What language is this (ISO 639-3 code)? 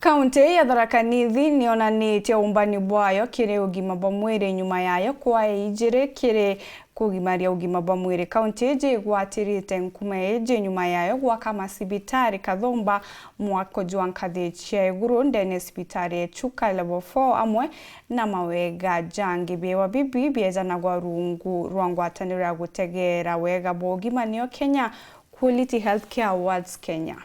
mer